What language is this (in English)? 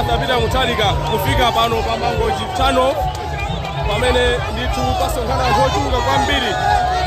Nyanja